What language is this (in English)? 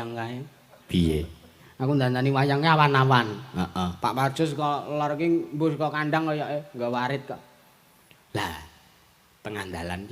Javanese